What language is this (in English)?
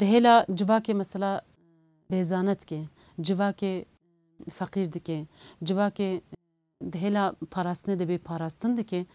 Kurdish